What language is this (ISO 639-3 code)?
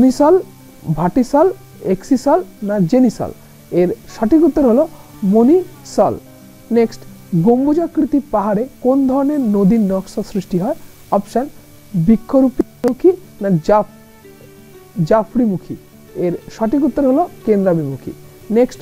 ben